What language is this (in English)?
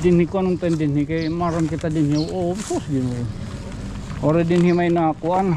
Waray